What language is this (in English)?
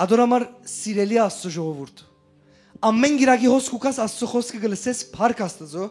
Western Armenian